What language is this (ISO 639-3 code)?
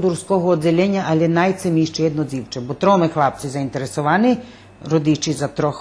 rue